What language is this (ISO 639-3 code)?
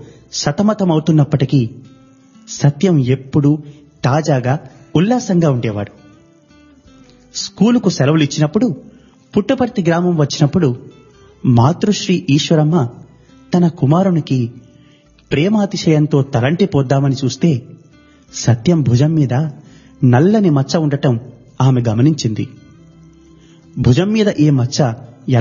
tel